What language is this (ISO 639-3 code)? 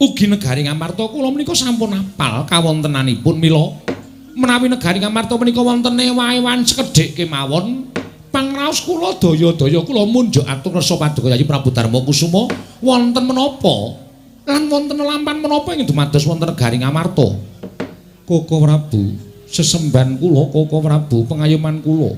jav